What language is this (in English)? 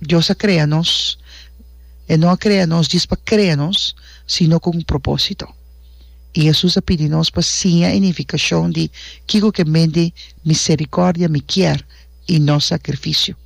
Papiamento